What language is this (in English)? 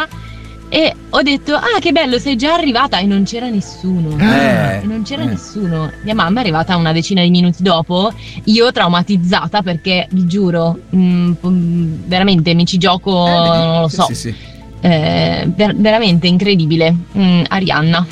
Italian